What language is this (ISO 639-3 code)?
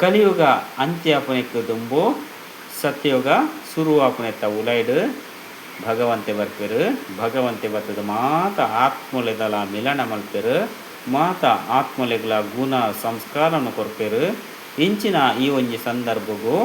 tcy